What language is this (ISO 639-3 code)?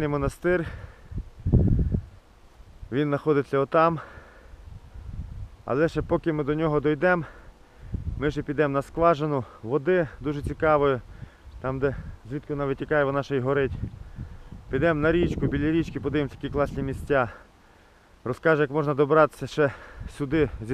ukr